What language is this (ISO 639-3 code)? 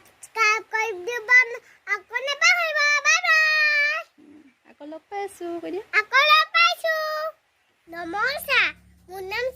asm